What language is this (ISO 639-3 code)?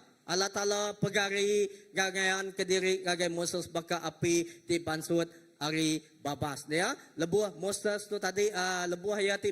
iba